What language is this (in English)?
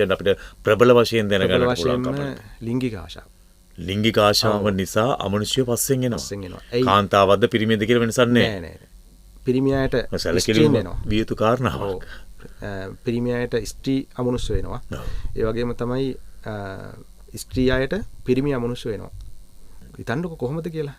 Sinhala